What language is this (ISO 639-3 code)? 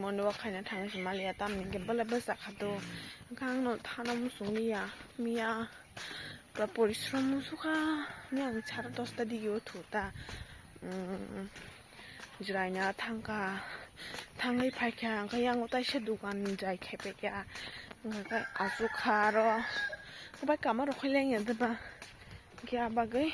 trp